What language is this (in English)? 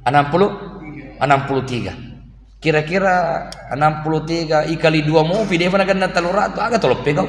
Buginese